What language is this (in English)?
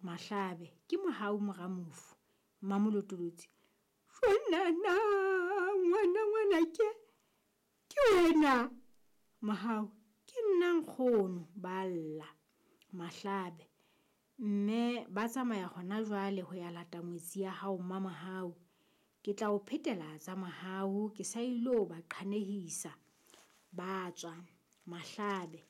Southern Sotho